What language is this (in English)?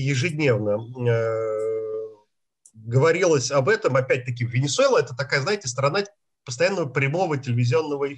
Russian